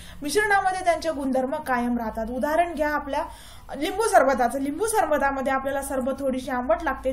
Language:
Marathi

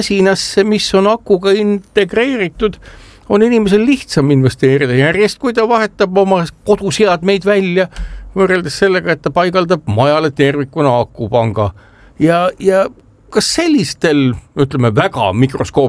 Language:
Estonian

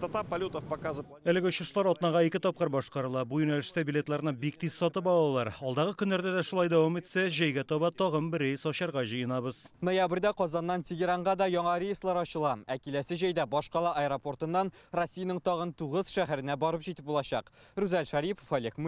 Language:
Tatar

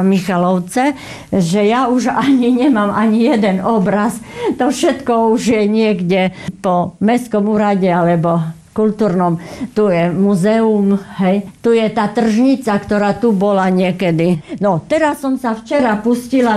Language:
Slovak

